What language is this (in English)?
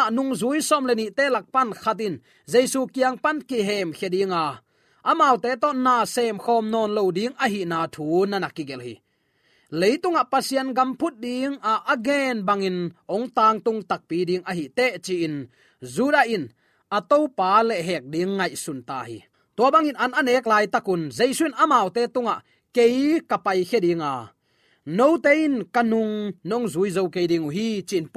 Tedim Chin